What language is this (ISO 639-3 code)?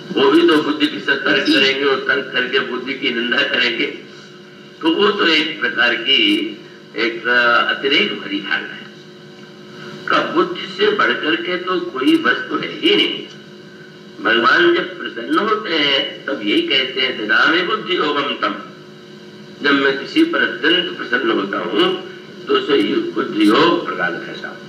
hin